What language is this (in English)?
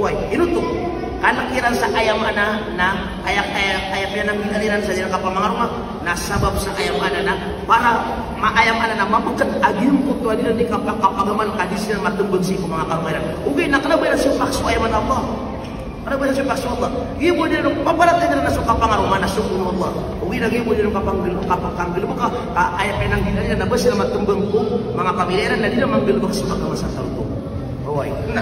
Maranao